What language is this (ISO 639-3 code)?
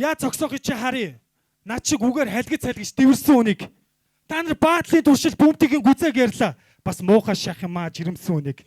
mon